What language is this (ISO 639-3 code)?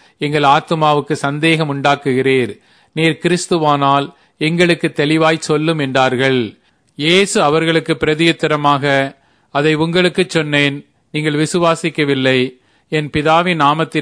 tam